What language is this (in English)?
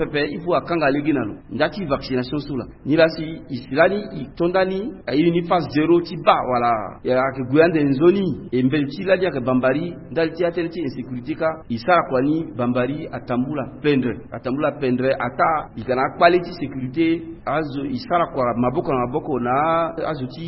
Sango